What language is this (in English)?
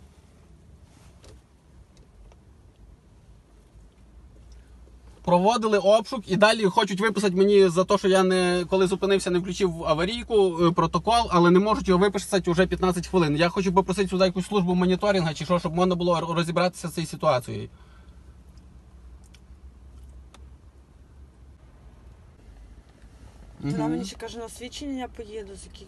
Ukrainian